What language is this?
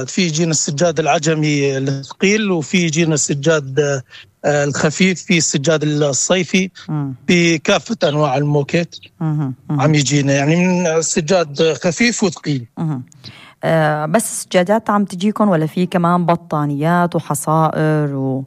North Levantine Arabic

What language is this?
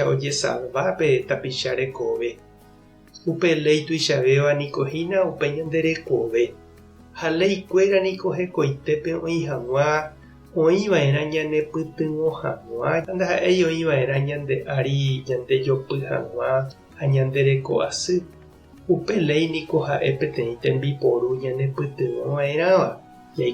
Guarani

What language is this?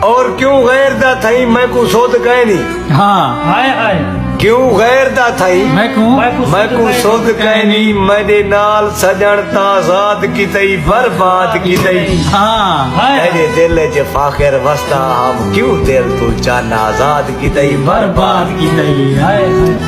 Saraiki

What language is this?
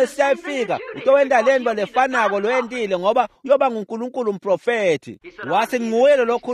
Swati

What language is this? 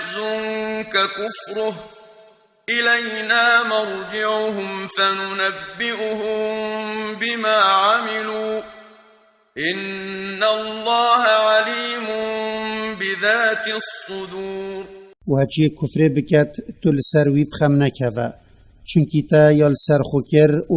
Kurdish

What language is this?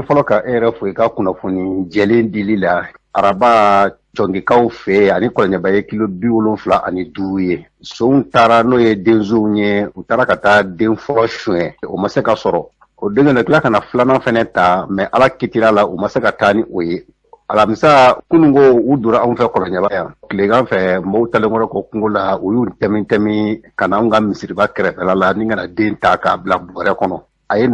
Bambara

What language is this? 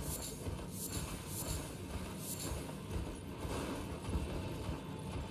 Turkish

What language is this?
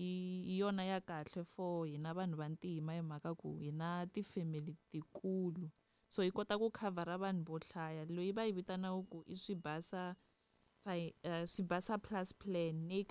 Tsonga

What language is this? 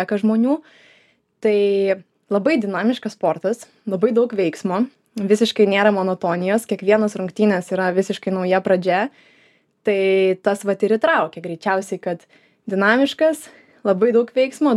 Lithuanian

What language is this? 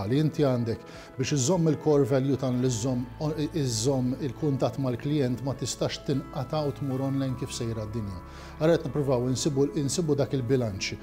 Maltese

